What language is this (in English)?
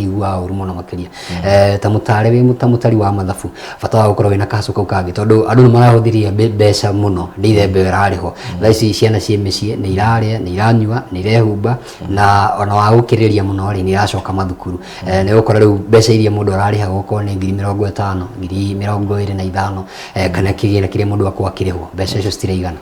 Kikuyu